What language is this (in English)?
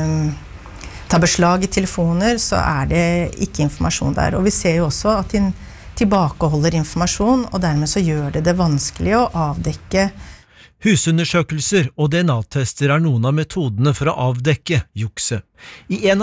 Norwegian